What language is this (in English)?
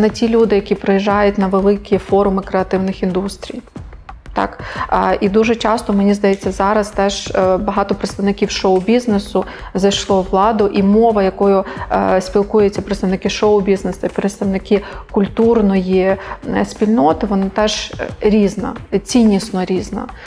Ukrainian